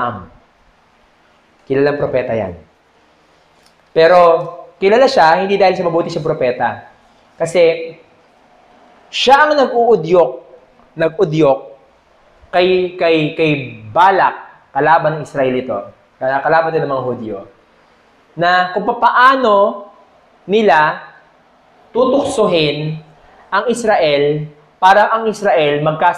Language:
Filipino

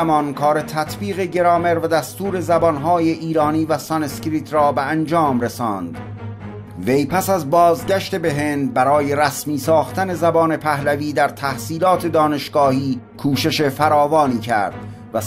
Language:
Persian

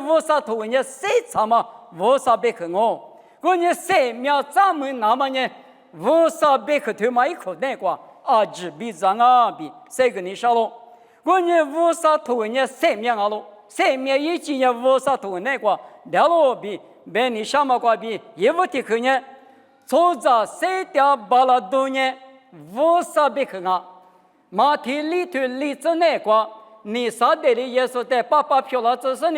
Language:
Lisu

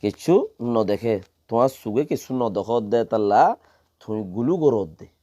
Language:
Rohingya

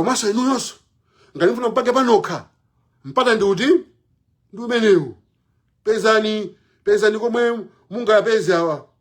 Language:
Nyanja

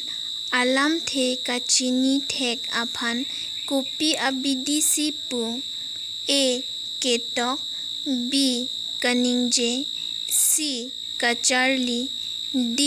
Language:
Karbi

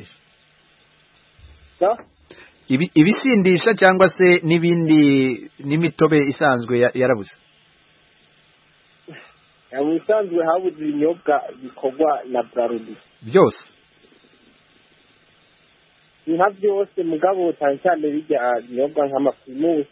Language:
Kinyarwanda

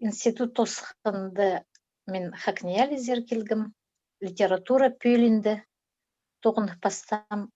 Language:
Khakas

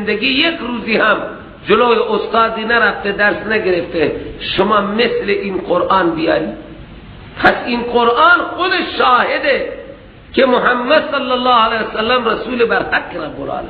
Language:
Persian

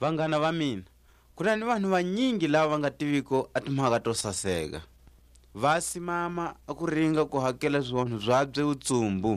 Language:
Tswa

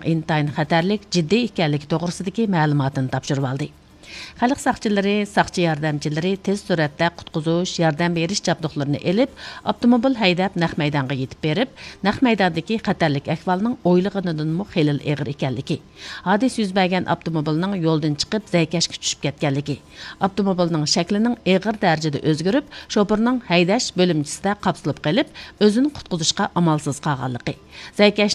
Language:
Uyghur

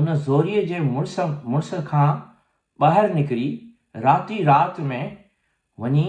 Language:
Sindhi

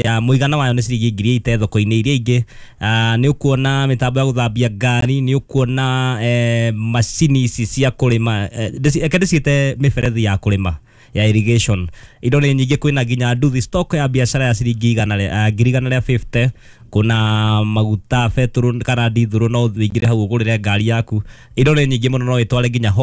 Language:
Kikuyu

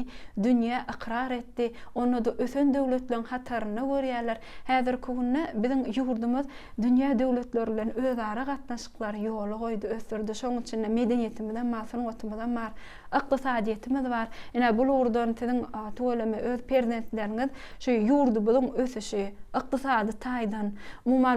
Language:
Turkmen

